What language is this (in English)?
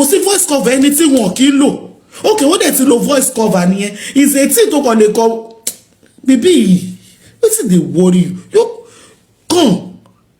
Yoruba